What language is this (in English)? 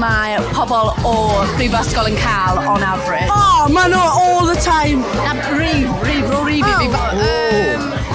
Welsh